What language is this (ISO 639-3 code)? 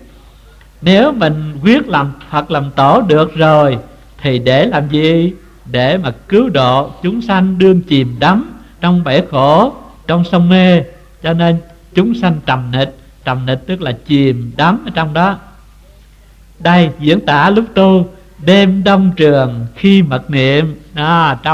vie